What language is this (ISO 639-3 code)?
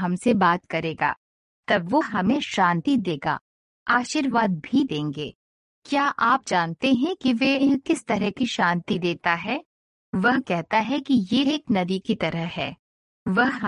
hin